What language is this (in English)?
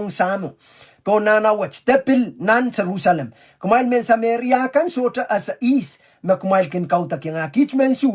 Pohnpeian